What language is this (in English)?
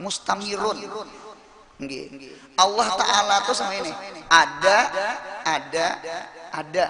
Banjar